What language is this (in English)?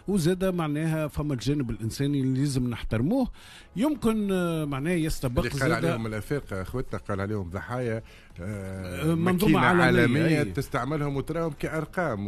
Tunisian Arabic